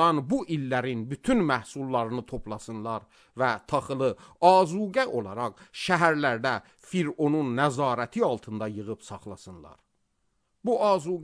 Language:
Azerbaijani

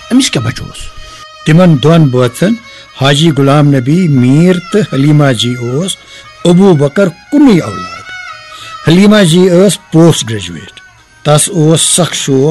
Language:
Kashmiri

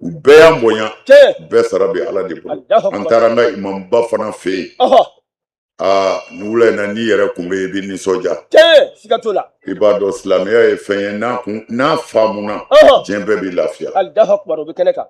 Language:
Bambara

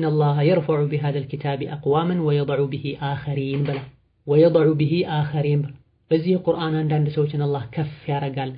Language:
Amharic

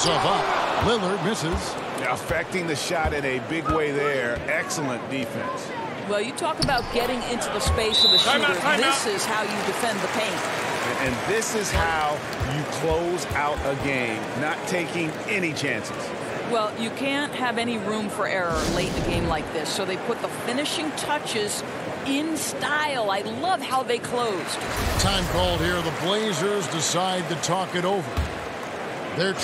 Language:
English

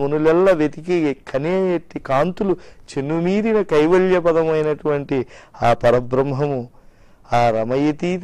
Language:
Telugu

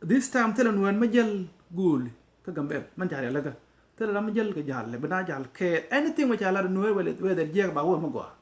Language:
Nuer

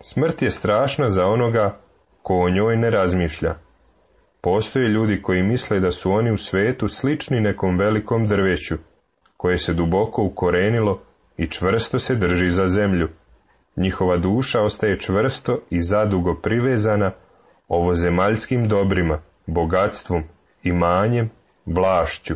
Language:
Serbian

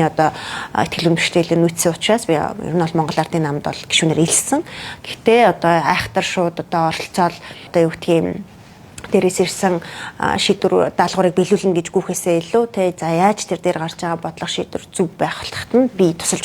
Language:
Mongolian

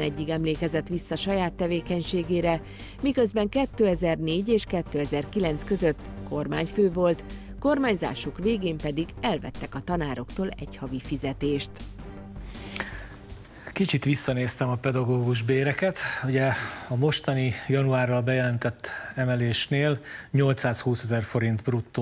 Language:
Hungarian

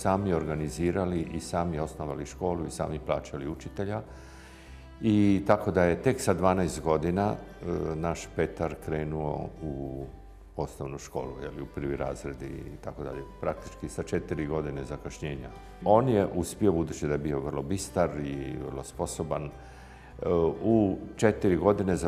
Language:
Croatian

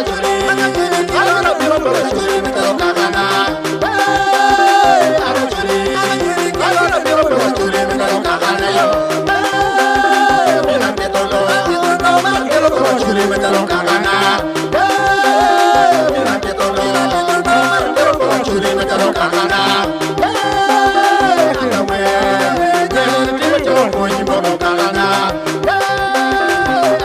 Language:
Acoli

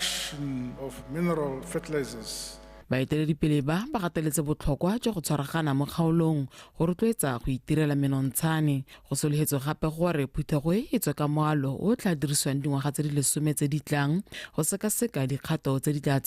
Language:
Tswana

